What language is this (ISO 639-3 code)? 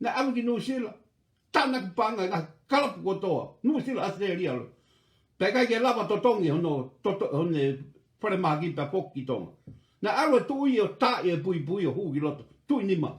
ton